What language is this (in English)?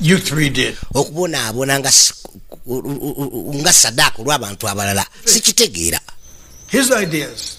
Ganda